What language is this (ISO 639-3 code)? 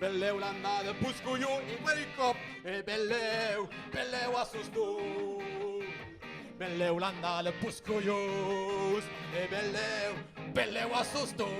oci